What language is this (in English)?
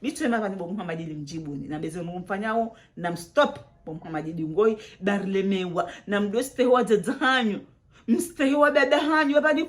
Ngazidja Comorian